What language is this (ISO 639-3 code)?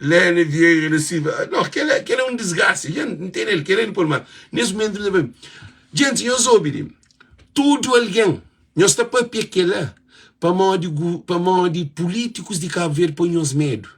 kea